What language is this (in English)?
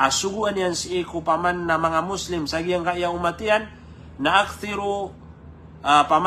Maranao